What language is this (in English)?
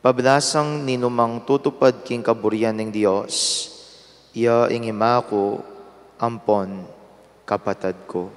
Pampanga